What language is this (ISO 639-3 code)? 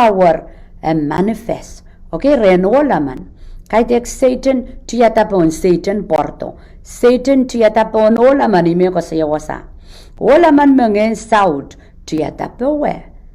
pon